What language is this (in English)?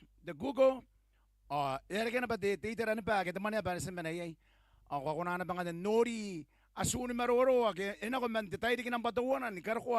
Gilbertese